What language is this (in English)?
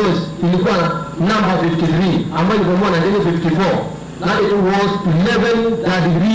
Kamba